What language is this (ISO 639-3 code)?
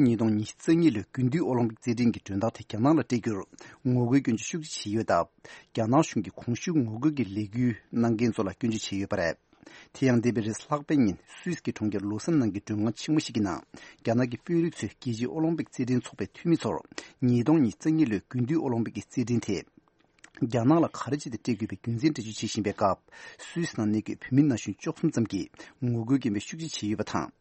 bod